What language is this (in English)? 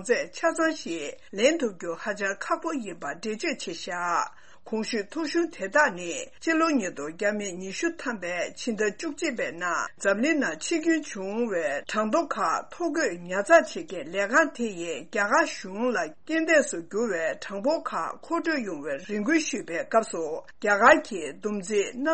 Tibetan